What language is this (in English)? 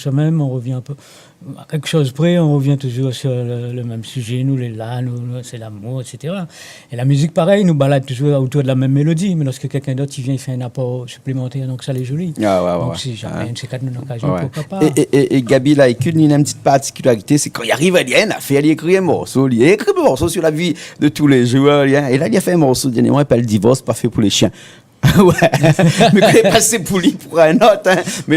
Réunion Creole French